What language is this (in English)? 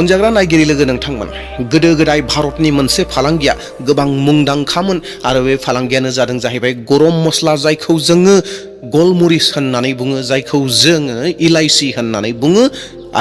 Bodo